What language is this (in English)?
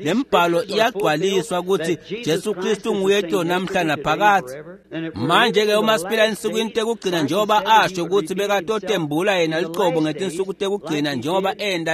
Swati